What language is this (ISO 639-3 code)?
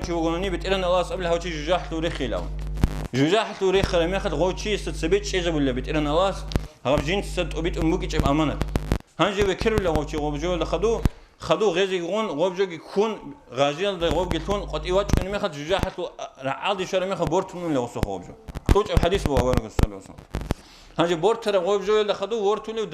ava